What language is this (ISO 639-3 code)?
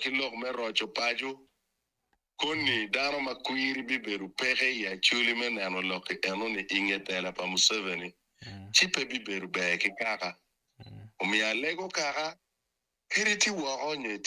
ach